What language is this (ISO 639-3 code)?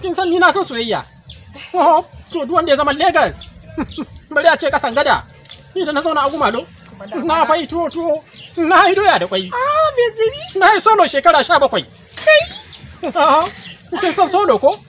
hau